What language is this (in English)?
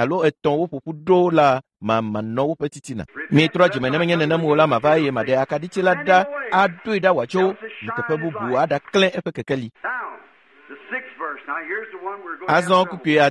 Ewe